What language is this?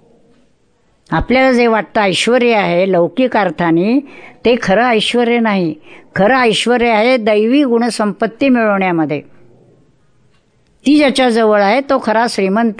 Marathi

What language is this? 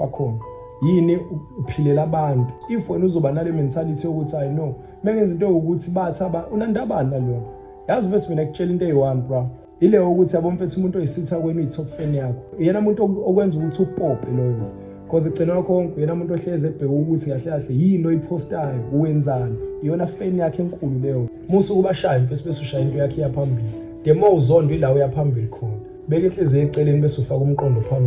Zulu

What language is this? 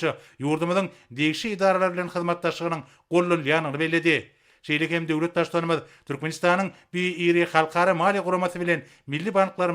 Turkmen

